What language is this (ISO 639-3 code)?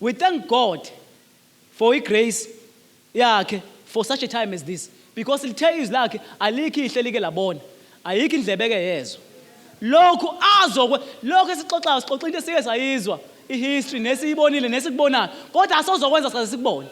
zul